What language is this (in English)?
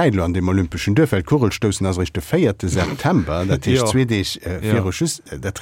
Luxembourgish